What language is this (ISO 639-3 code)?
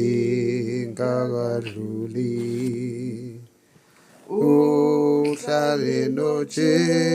zul